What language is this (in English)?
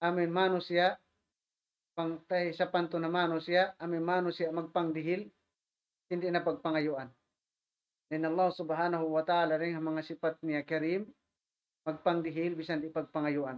Tausug